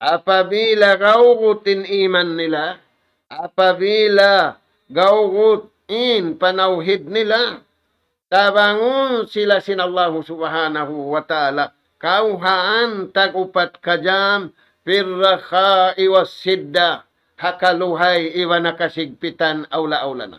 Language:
Tausug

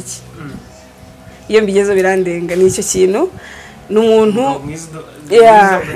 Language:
Kinyarwanda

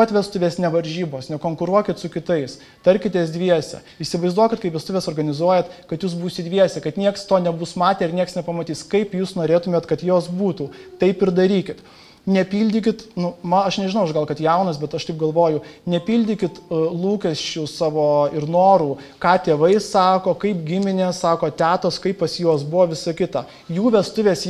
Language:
Lithuanian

